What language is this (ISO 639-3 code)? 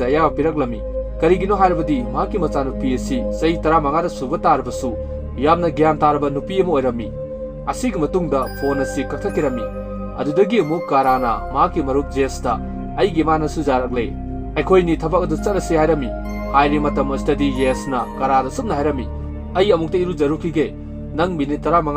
mni